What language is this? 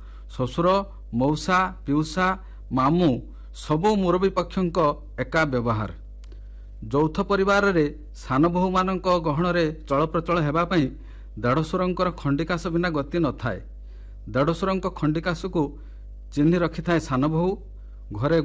Odia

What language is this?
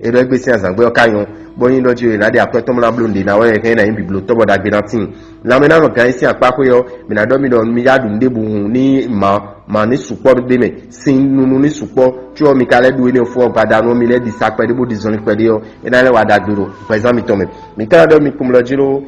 Fon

